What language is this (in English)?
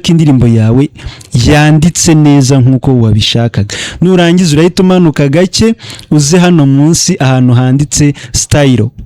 Kinyarwanda